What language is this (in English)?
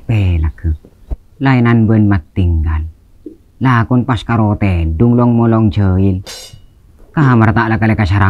Madurese